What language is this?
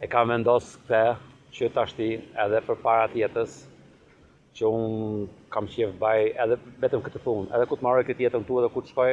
Albanian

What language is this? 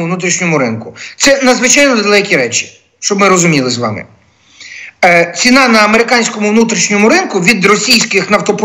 Ukrainian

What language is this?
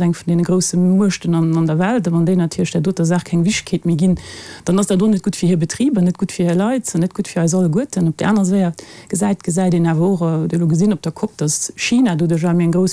Luxembourgish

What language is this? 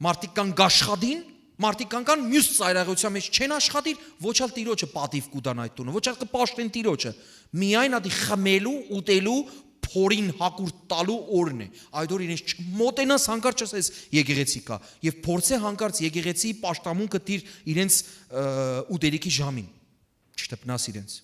Western Armenian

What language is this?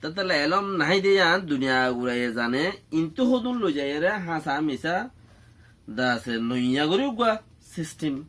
Rohingya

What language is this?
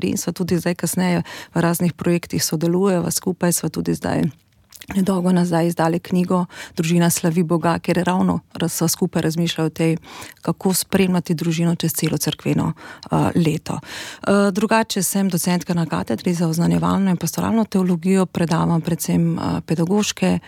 Slovenian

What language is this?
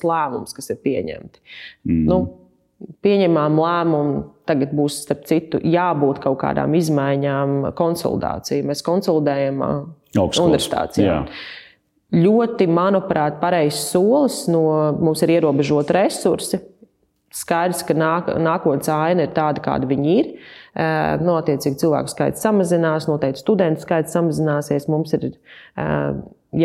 Latvian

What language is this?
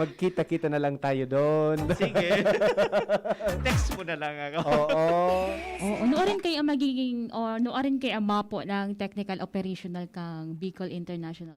Bikol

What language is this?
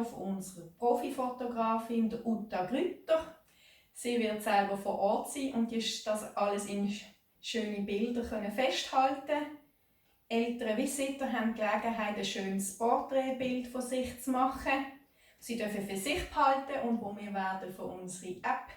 Swiss German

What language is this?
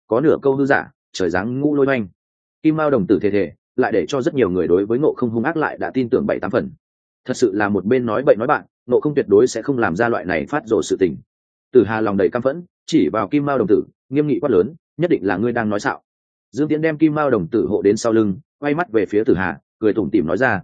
Vietnamese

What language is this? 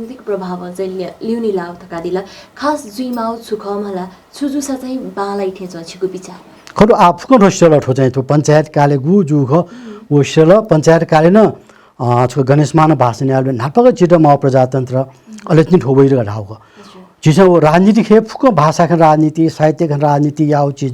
Newari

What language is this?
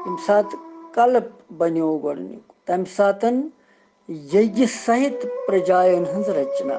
Kashmiri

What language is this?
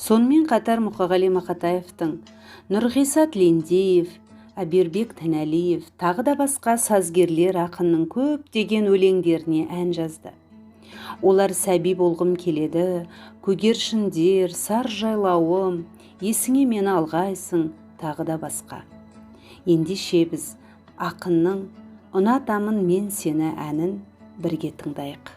Kazakh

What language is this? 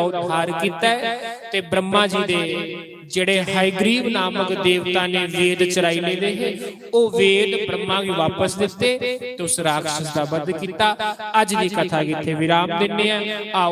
Dogri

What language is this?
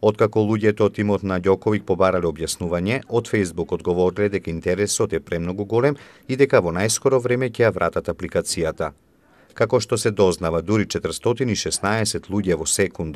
Macedonian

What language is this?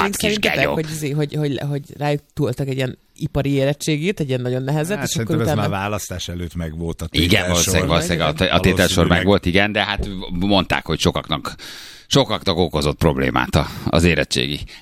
Hungarian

